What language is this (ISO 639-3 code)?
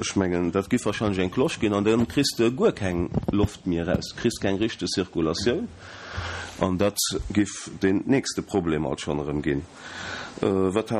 ltz